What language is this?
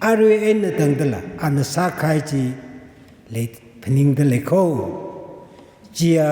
Tangkhul Naga (India)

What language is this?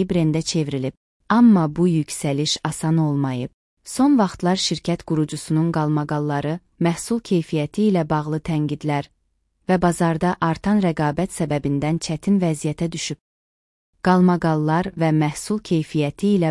Azerbaijani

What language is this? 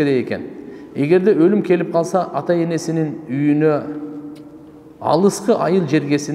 Kyrgyz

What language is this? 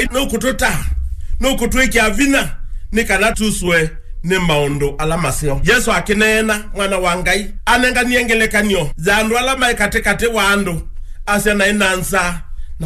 Kamba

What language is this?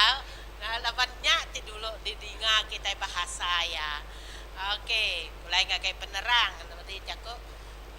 Iban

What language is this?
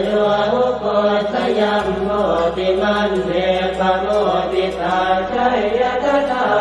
Pali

